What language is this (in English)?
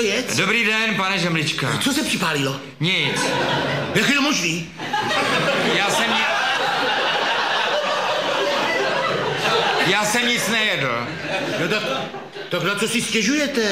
Czech